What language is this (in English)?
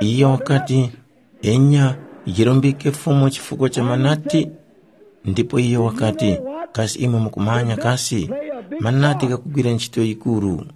Tumbuka